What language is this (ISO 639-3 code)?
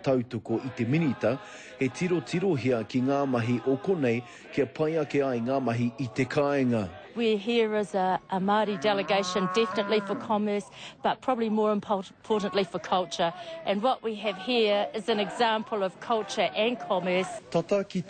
mri